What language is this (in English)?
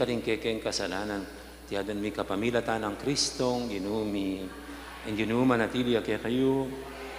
Pampanga